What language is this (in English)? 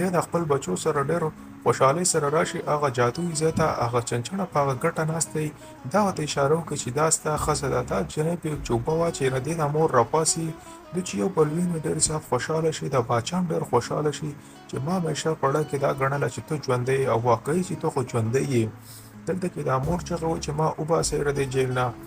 Pashto